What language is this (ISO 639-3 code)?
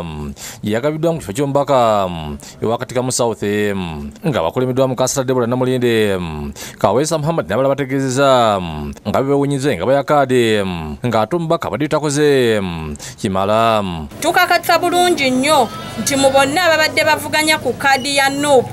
lug